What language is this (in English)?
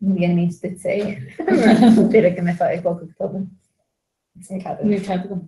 Irish